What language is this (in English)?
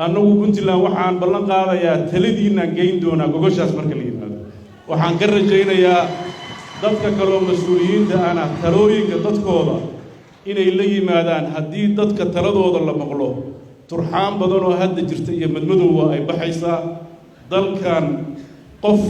Somali